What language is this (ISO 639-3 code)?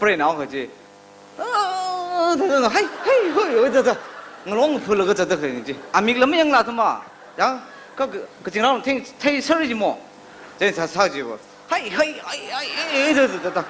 nmf